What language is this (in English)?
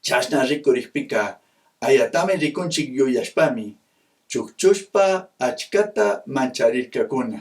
Chimborazo Highland Quichua